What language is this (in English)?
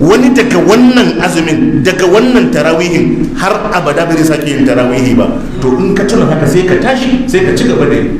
Hausa